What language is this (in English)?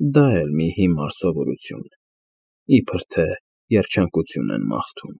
Armenian